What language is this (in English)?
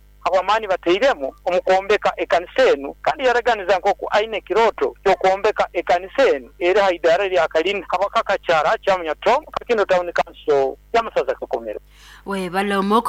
Nyankole